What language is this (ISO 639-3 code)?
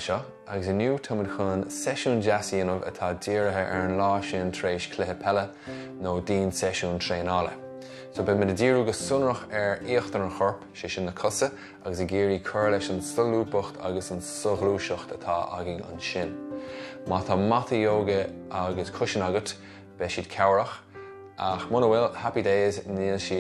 gle